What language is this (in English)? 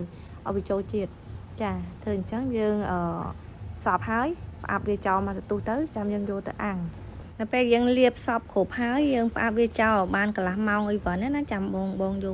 Khmer